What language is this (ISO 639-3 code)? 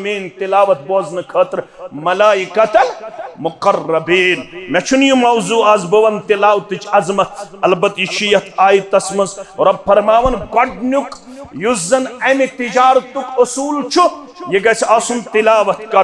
kas